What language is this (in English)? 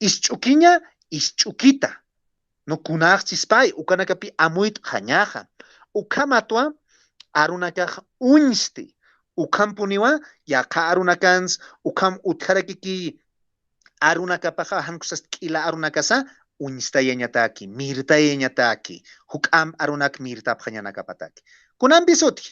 Aymara